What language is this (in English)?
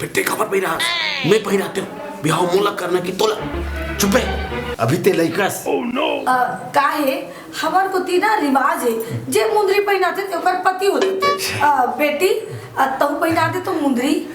Chhattisgarhi